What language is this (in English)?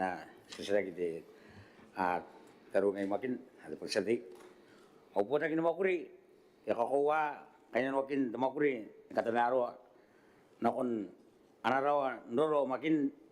Gilbertese